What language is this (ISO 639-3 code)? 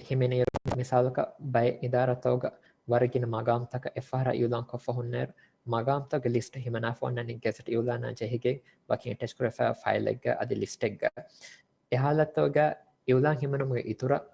div